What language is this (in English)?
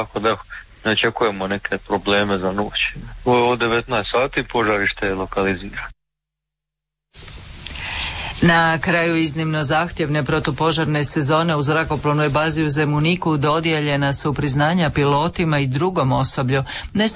Croatian